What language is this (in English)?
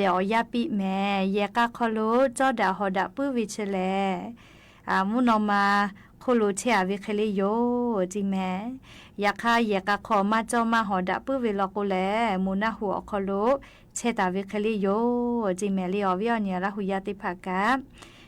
Lahu